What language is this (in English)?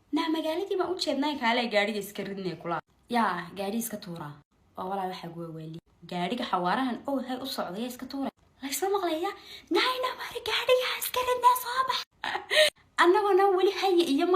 Somali